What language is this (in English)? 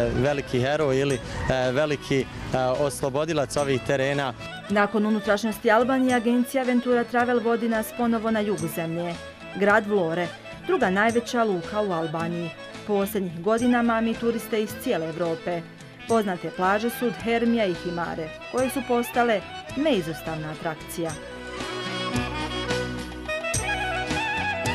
Bosnian